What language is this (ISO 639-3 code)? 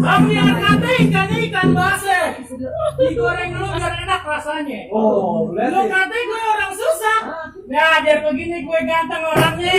bew